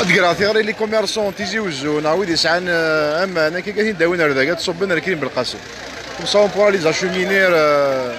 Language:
Kabyle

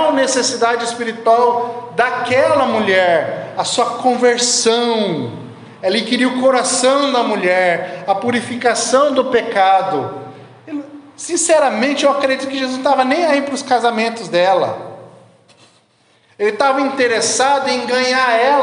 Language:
Portuguese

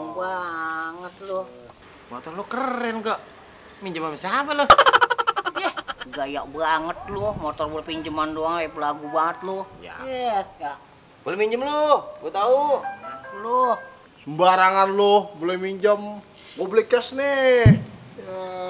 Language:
Betawi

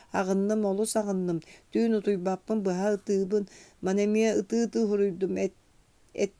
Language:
Yakut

